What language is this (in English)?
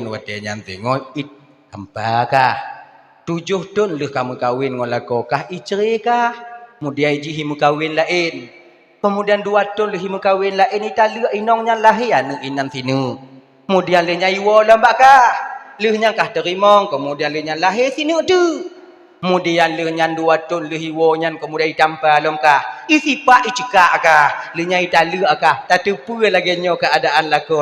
Achinese